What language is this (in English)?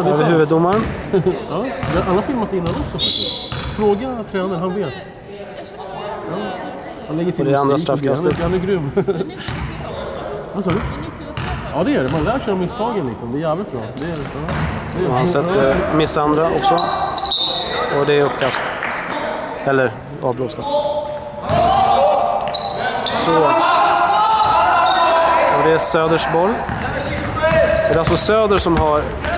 Swedish